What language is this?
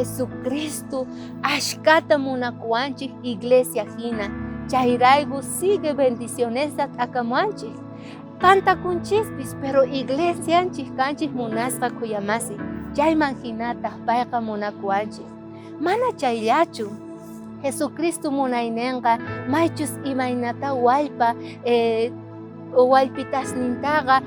South Bolivian Quechua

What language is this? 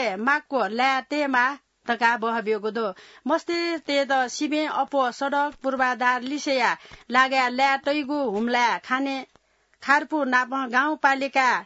Newari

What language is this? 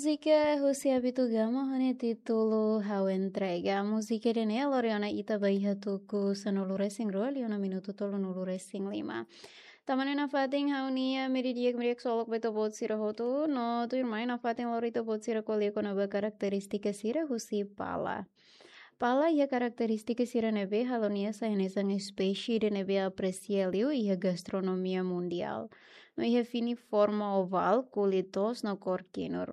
Tetum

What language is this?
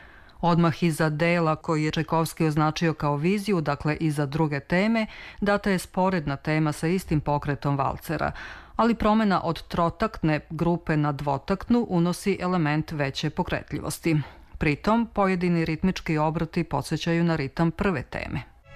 Serbian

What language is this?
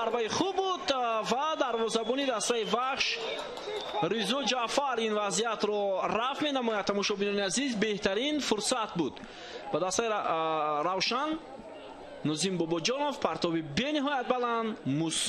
Tajik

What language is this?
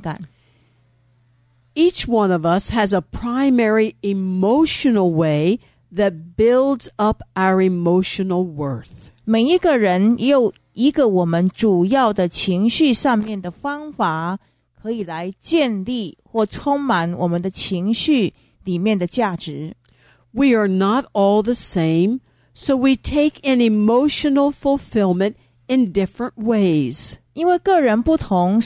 Chinese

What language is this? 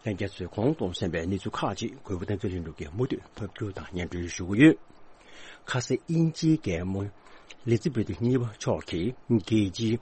Tibetan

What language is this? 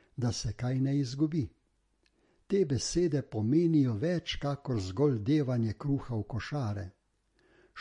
Slovenian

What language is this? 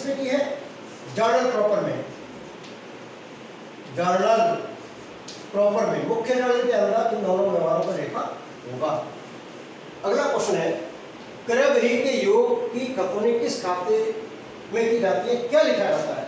Hindi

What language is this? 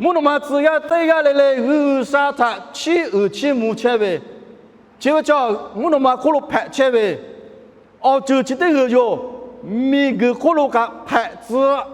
Lahu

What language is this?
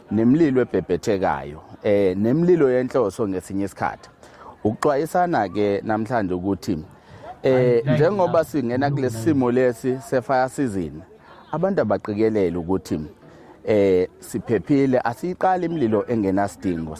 Zulu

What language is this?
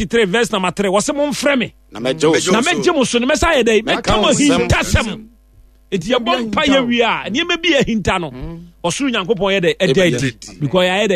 Akan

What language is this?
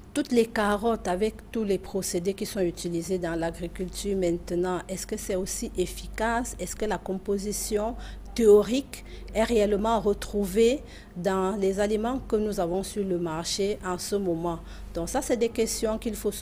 French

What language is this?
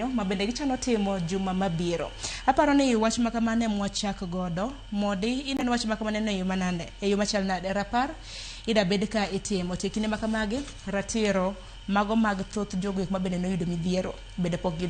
Luo (Kenya and Tanzania)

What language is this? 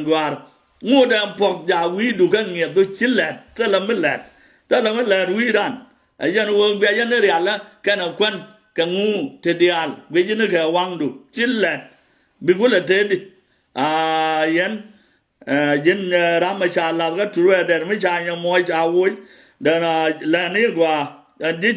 Nuer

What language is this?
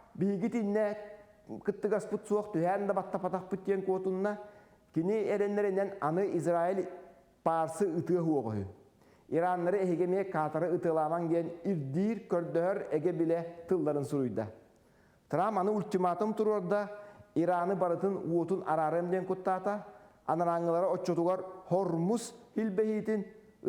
Yakut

